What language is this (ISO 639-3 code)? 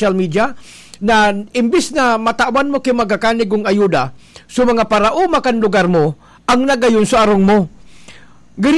bik